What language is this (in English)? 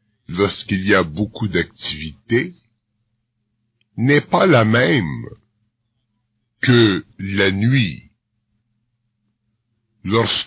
French